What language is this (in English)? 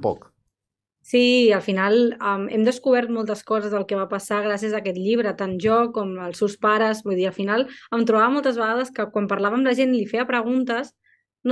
Catalan